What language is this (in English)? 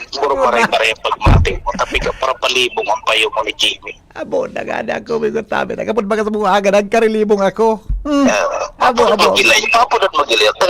Bikol